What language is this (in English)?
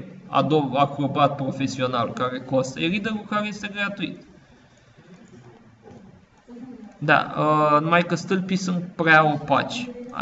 Romanian